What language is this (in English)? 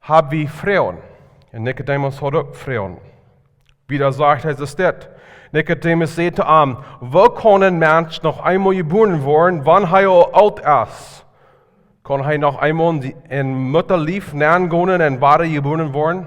Plautdietsch